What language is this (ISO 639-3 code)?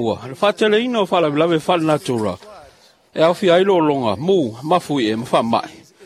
smo